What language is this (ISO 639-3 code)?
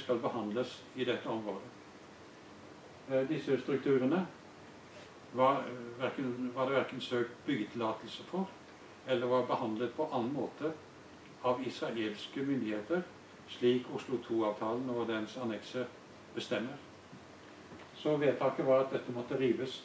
nor